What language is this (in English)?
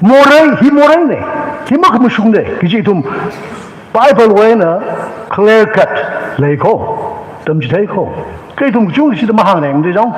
Tangkhul Naga (India)